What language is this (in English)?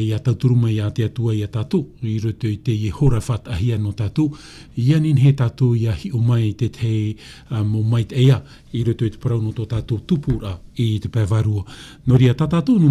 Tahitian